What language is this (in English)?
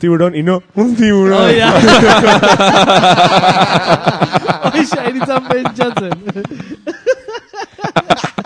Basque